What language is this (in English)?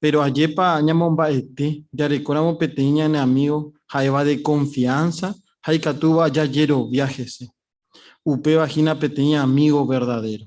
Guarani